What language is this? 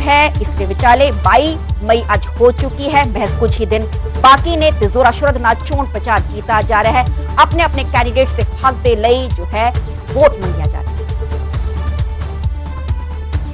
Punjabi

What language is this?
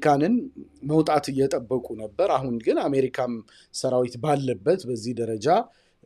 Amharic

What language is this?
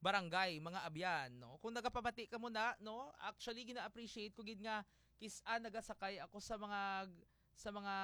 Hiligaynon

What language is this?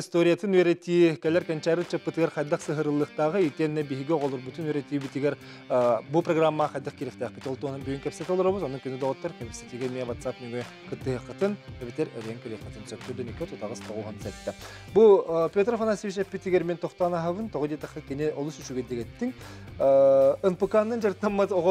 Yakut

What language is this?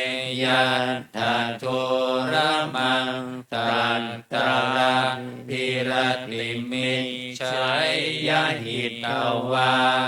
Pali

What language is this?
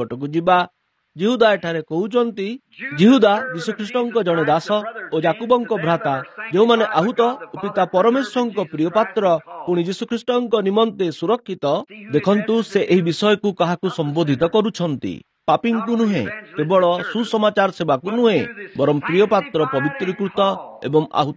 Odia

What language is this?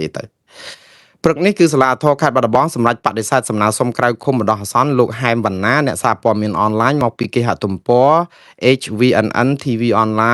Khmer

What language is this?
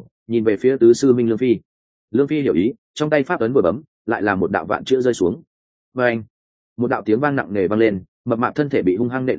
Vietnamese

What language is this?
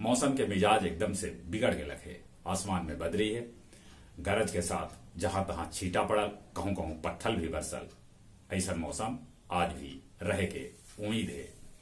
Magahi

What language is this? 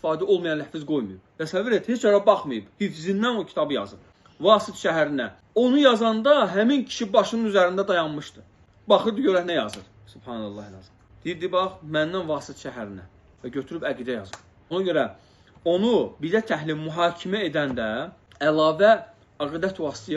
Azerbaijani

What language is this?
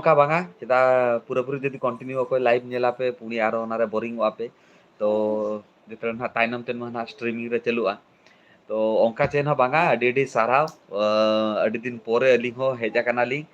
Santali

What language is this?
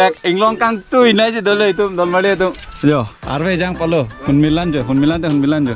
Karbi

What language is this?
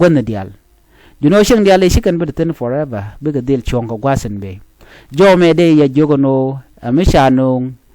Nuer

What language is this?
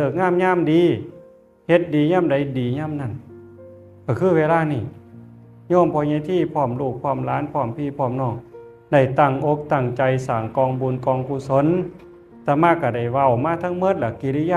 Northeastern Thai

